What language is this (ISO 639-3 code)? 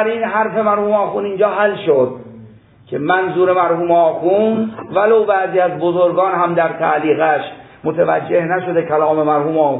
fas